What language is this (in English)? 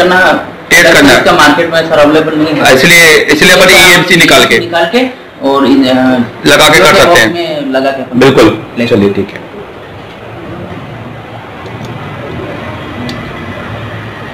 Hindi